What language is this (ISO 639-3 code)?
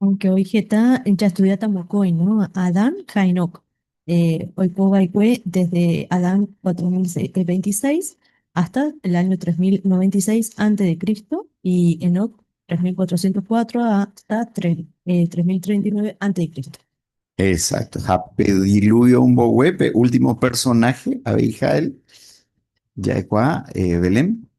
grn